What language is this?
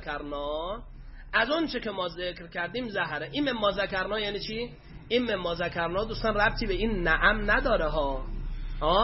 Persian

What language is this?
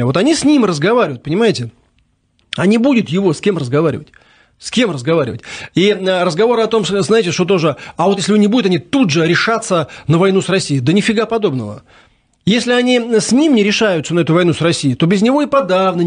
Russian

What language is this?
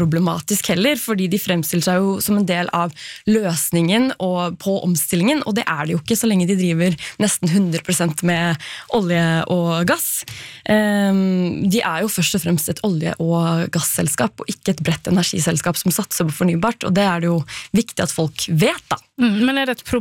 Norwegian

